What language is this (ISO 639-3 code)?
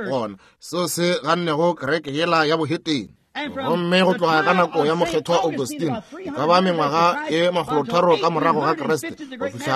nso